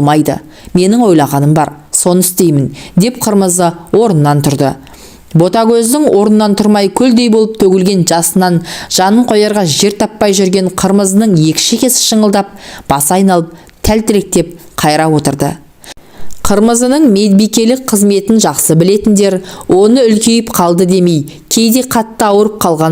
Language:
Kazakh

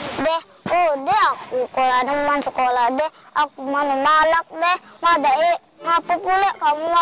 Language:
Musi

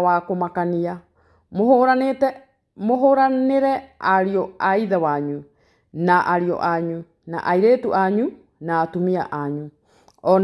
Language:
Kikuyu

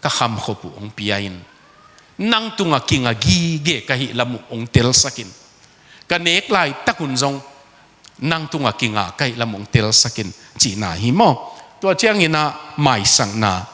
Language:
Tedim Chin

